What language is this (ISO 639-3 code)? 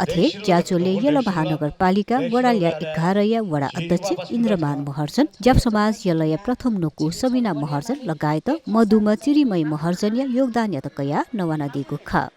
new